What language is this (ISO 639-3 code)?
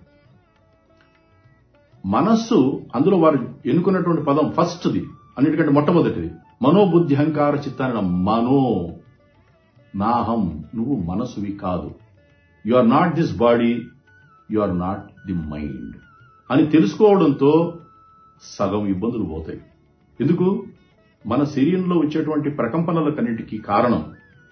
tel